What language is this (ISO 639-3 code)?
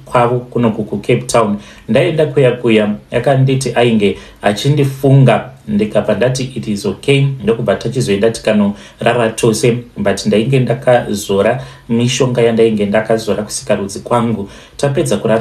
sna